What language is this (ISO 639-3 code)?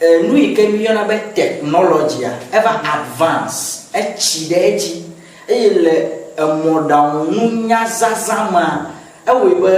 ewe